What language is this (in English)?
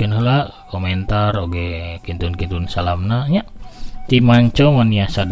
Sundanese